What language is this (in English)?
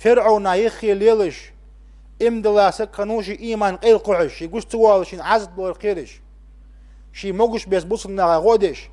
Ingush